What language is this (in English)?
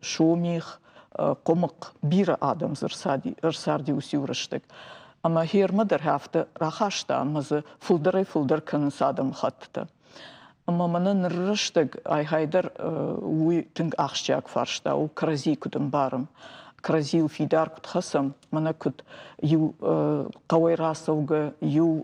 Ossetic